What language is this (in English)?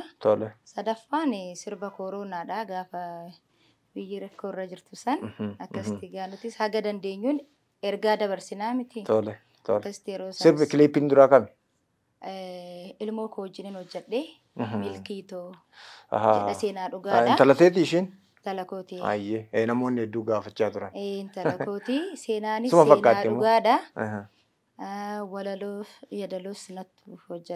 Oromo